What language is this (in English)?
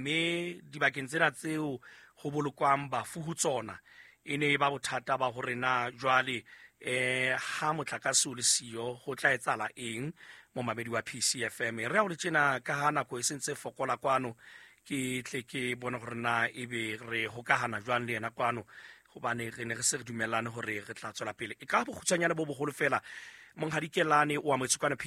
Southern Sotho